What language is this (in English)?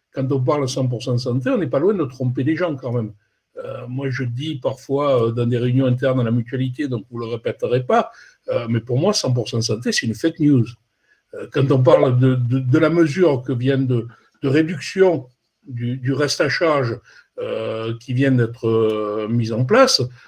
French